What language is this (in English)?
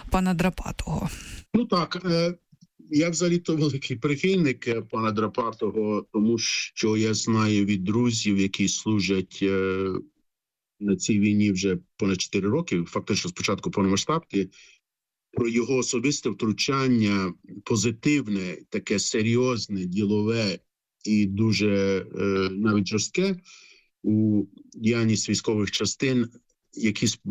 Ukrainian